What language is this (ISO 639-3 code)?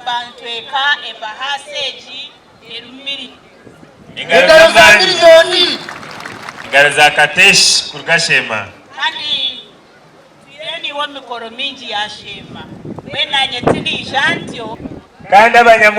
nyn